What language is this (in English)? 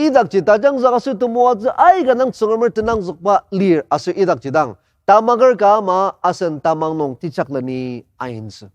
Ao Naga